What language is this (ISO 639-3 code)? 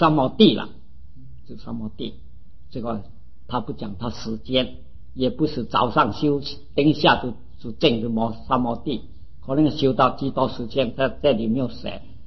zho